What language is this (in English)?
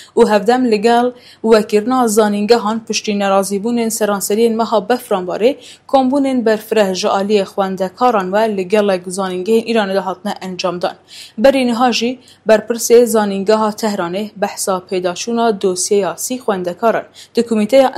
Kurdish